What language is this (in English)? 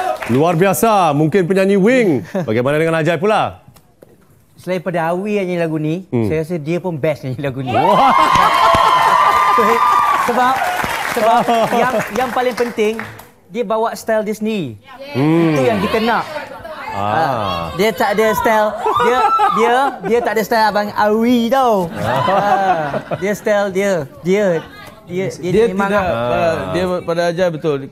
Malay